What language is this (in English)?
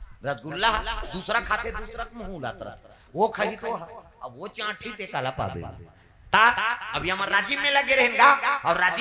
Chhattisgarhi